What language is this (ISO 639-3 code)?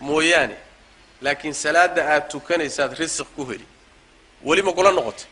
som